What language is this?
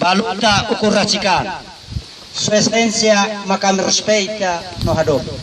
Tetum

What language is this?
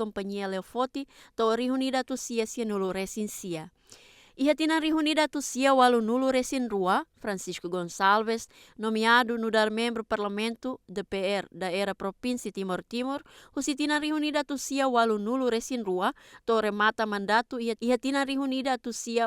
Tetum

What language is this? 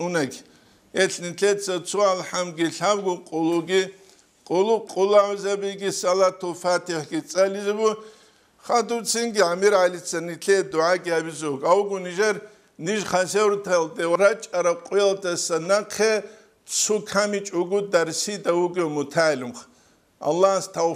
Avaric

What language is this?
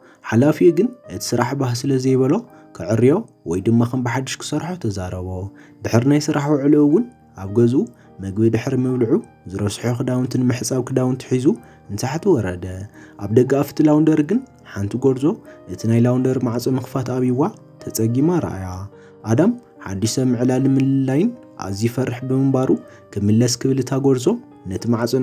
Tigrinya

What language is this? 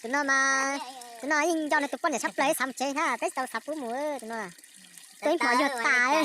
Hmong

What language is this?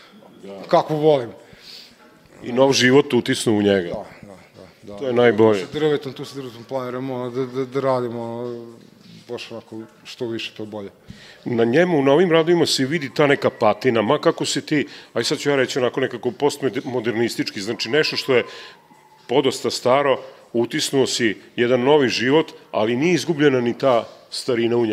Serbian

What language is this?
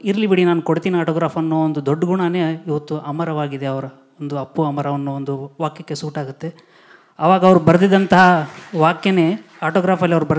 Kannada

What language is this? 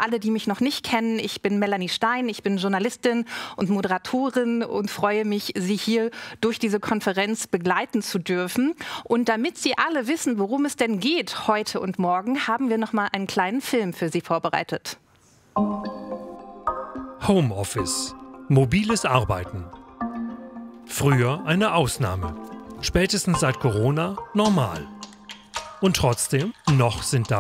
German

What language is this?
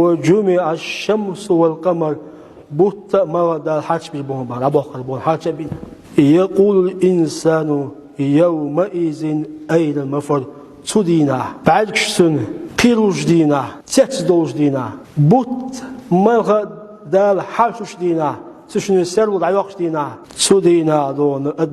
Chechen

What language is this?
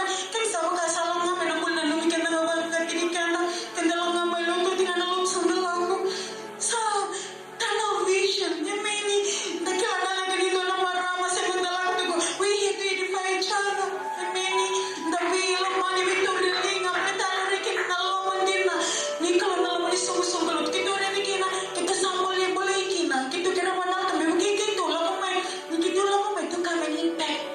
Fijian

